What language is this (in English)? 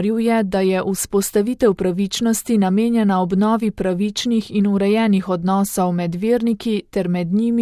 Slovenian